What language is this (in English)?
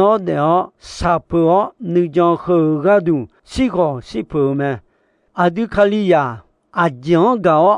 Akha